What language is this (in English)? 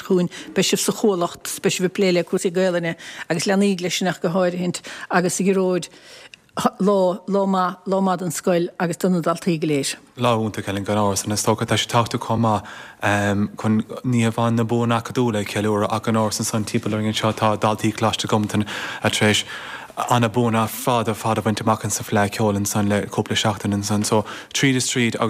Irish